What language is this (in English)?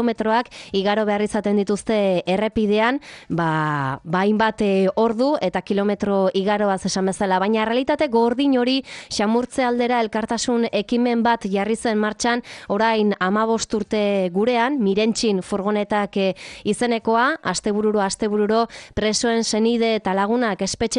Basque